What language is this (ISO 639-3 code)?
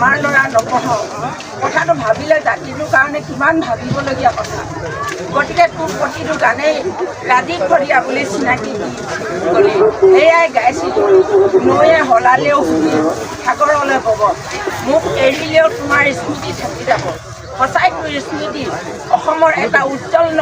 asm